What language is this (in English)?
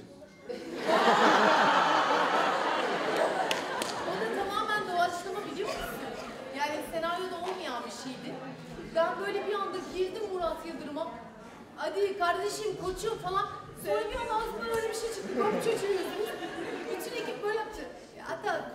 Turkish